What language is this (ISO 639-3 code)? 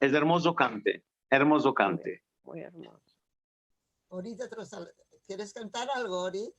lad